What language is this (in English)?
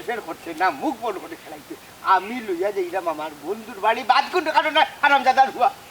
Sylheti